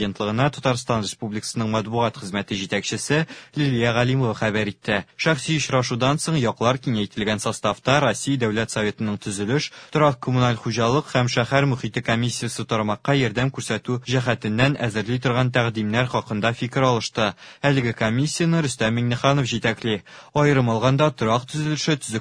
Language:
Tatar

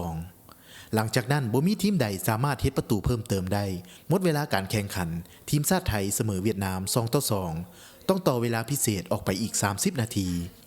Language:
Lao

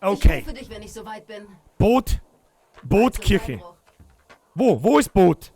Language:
Bavarian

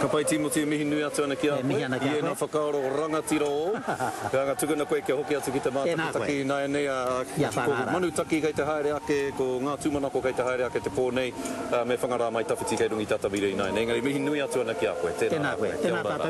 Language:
Māori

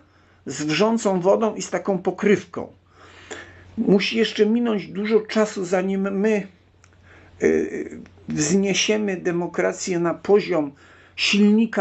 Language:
Polish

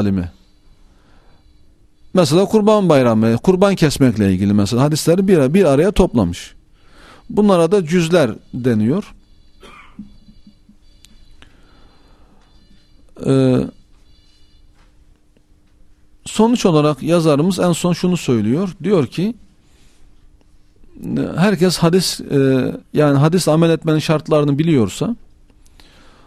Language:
Turkish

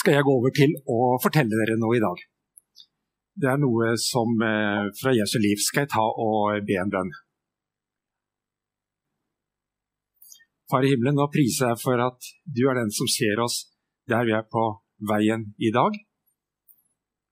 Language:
Norwegian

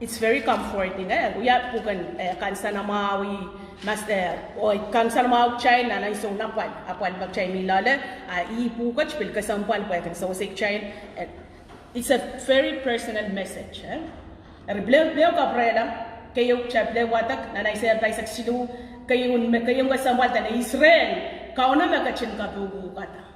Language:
Pohnpeian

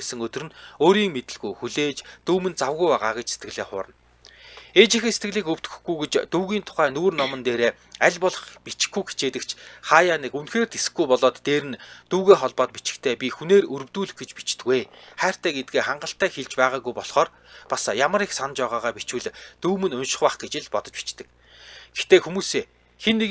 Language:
Mongolian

